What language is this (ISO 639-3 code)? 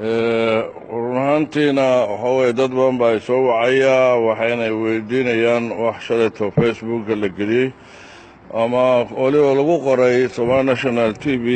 som